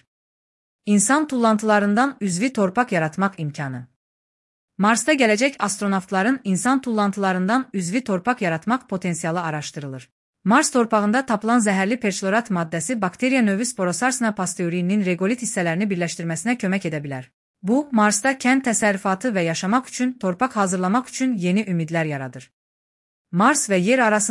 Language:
Azerbaijani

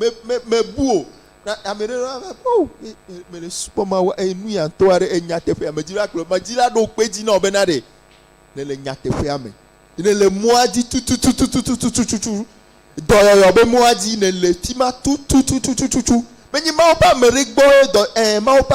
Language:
Ewe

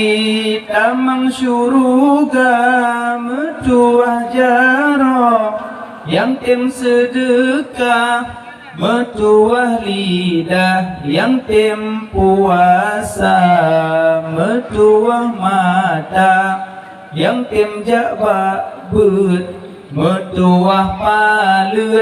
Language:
Achinese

